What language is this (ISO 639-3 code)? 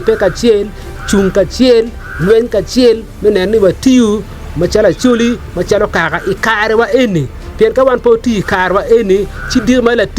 ach